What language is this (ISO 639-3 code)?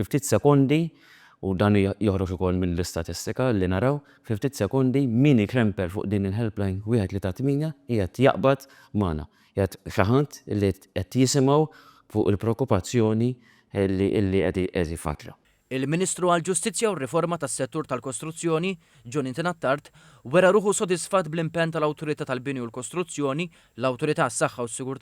mlt